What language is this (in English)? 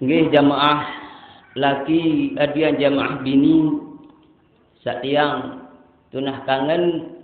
Sasak